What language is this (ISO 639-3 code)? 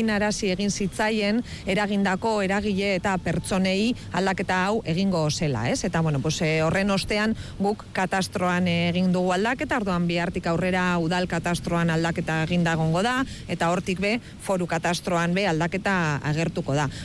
eus